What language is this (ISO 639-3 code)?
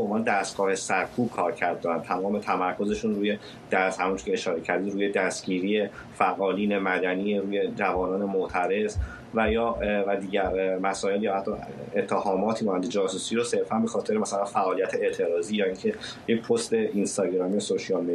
fas